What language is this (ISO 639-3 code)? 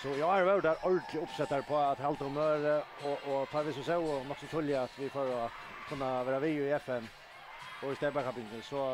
fao